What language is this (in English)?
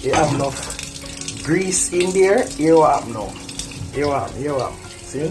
Jamaican Creole English